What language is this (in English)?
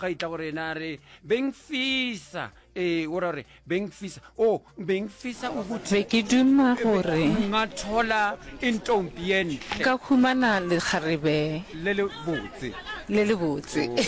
Northern Sotho